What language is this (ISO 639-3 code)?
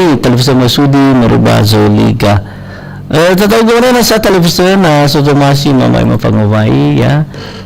nia